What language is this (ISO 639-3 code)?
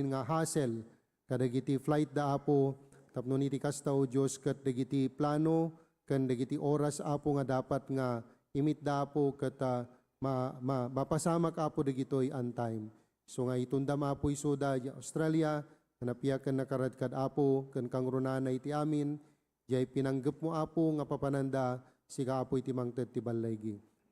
ilo